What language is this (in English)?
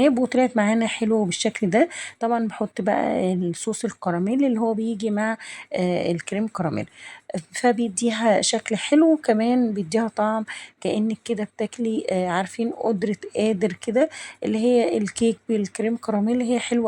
Egyptian Arabic